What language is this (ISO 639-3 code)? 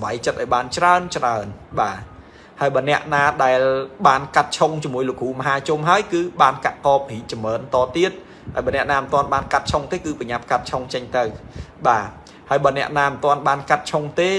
khm